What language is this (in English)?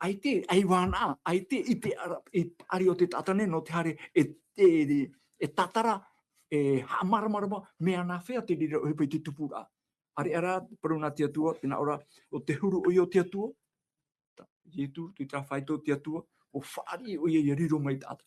Tahitian